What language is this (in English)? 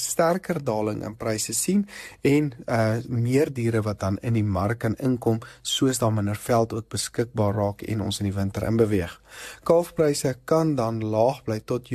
Afrikaans